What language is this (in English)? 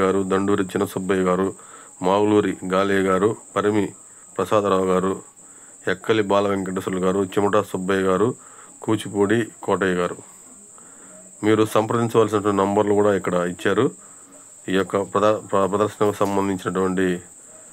Telugu